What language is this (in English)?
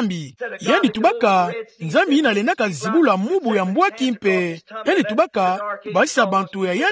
Kituba (Democratic Republic of Congo)